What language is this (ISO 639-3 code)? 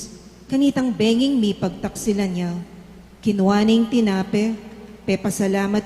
pam